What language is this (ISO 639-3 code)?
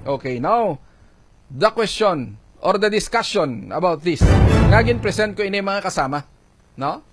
hil